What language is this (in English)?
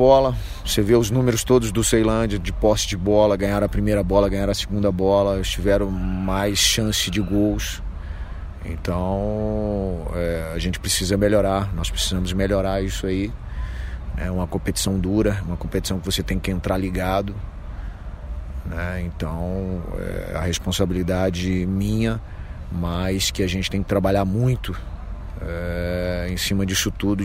Portuguese